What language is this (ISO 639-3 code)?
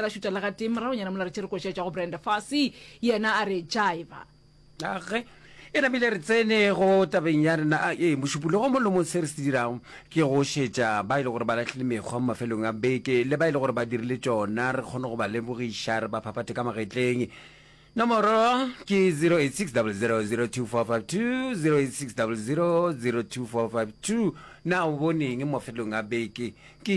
nso